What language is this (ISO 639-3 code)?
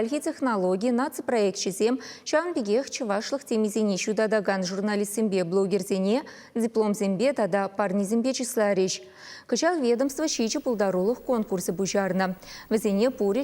chv